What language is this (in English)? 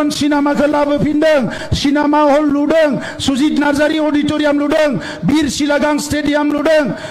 Bodo